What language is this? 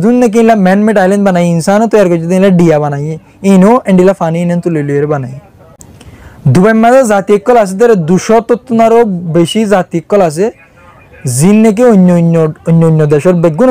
Rohingya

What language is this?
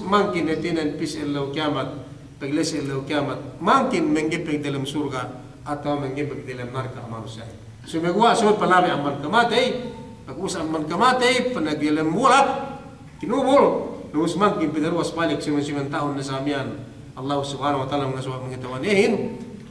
Yakan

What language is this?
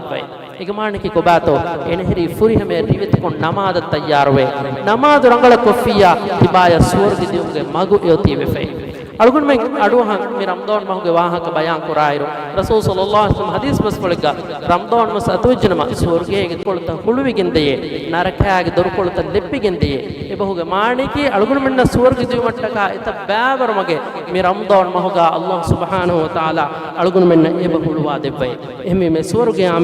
Divehi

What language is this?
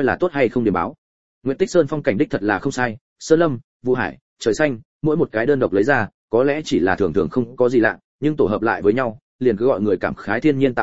Vietnamese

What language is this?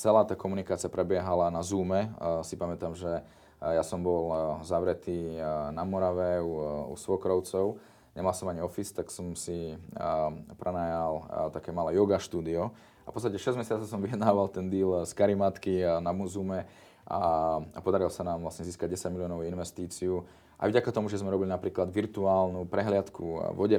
Slovak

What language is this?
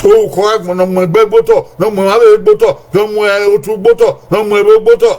Bini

